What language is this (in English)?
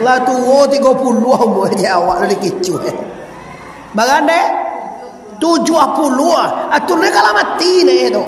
Minangkabau